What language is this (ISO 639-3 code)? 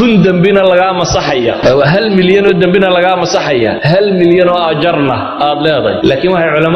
som